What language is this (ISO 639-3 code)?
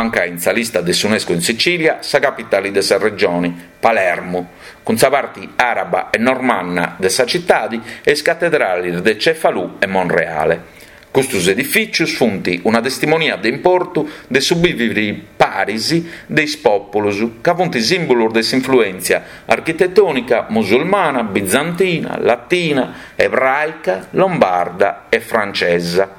srd